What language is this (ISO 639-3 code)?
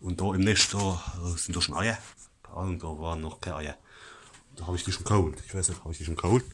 pfl